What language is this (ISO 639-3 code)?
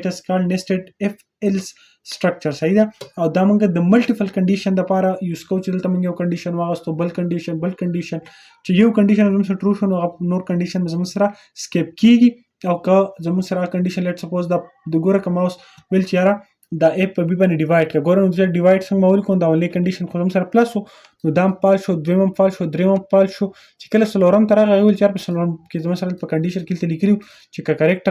pus